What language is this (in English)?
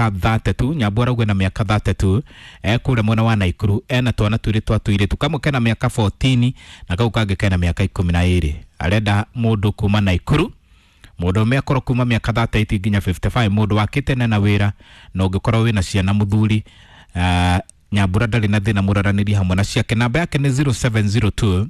Kikuyu